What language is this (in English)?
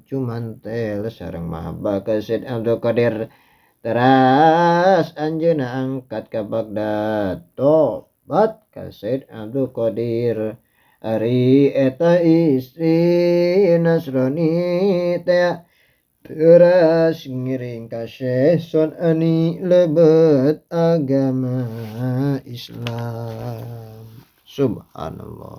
Sundanese